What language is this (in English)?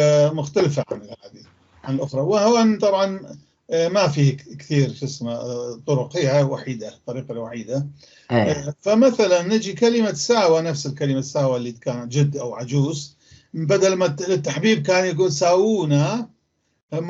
North Levantine Arabic